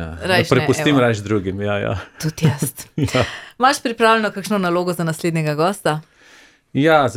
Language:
Slovenian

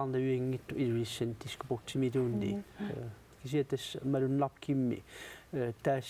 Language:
Kalaallisut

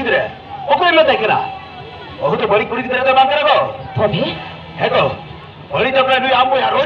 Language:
Santali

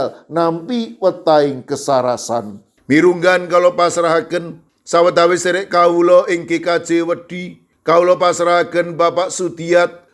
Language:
Javanese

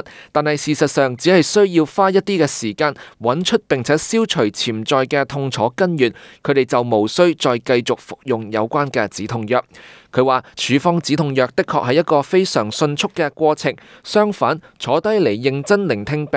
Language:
Cantonese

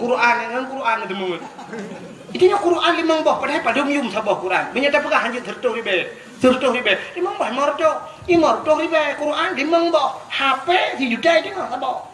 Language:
Achinese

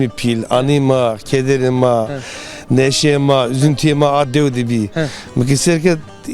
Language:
Zaza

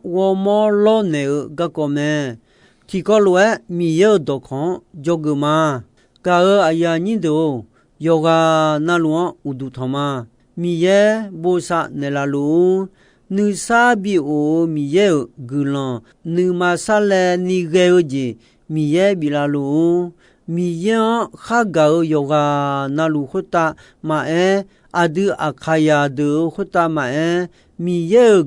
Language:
Akha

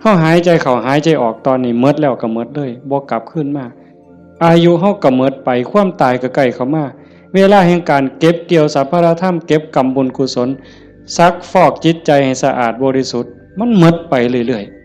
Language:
Northeastern Thai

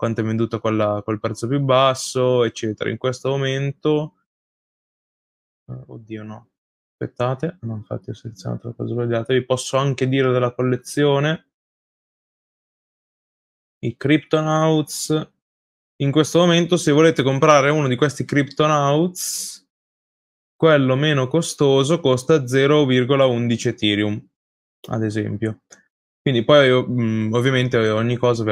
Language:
Italian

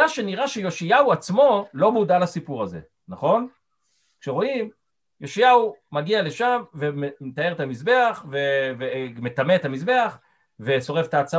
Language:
Hebrew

